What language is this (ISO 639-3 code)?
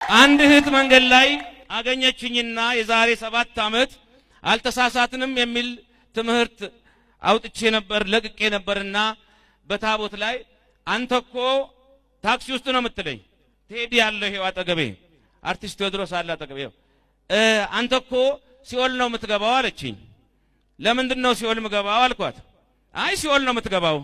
amh